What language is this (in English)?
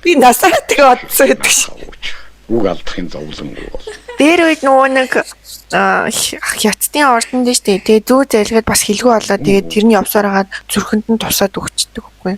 Mongolian